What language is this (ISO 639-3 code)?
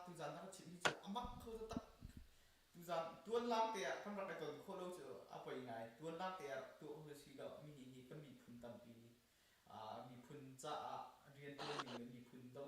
cnh